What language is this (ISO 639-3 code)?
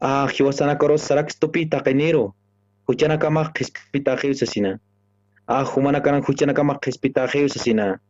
aym